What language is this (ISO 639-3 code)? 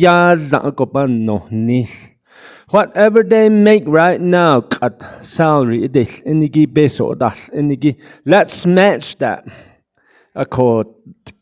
nav